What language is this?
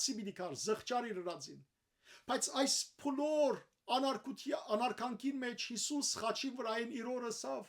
Western Armenian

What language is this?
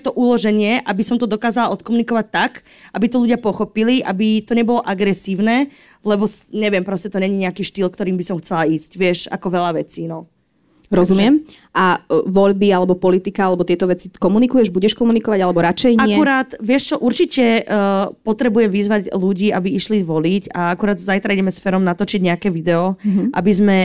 Slovak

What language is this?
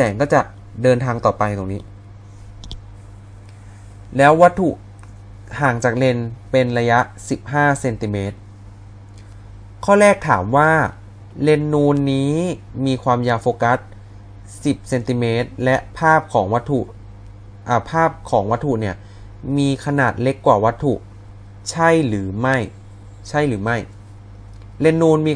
Thai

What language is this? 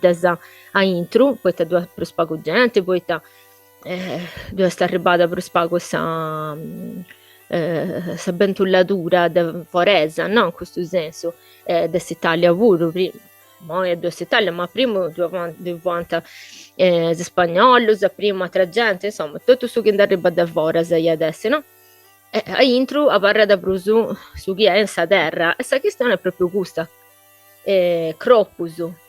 Sardinian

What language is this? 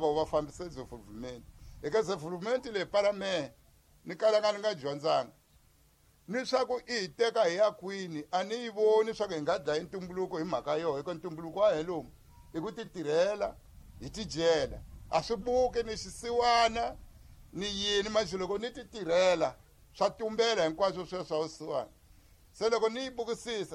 Tsonga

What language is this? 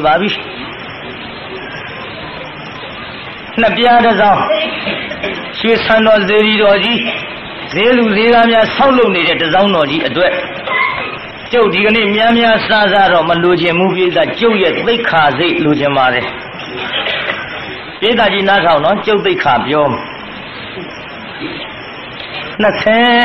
Burmese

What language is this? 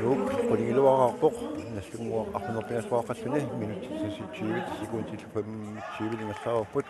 Kalaallisut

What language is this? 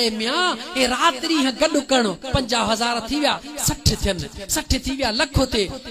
Sindhi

